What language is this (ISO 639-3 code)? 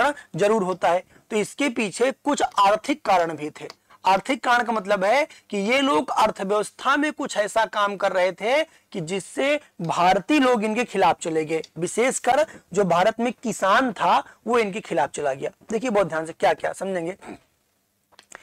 hin